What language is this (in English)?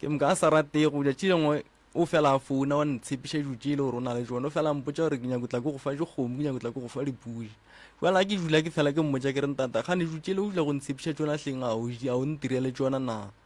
Northern Sotho